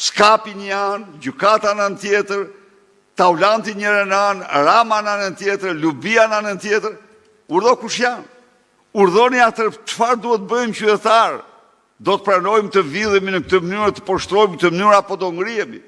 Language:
Albanian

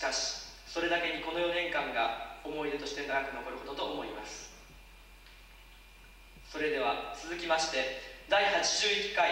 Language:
Japanese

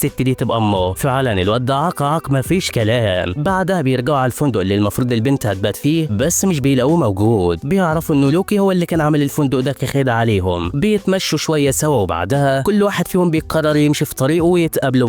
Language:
Egyptian Arabic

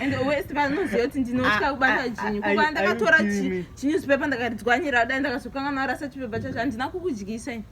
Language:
Shona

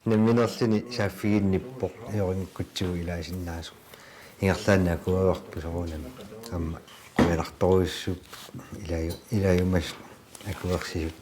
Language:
Kalaallisut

